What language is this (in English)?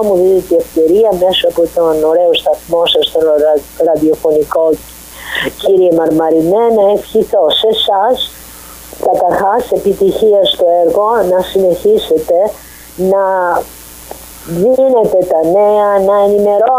Greek